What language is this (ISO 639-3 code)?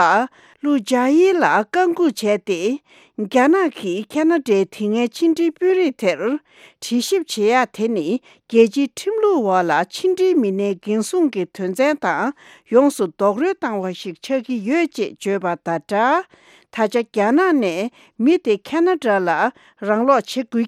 bod